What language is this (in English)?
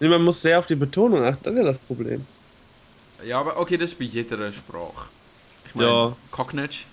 Swiss German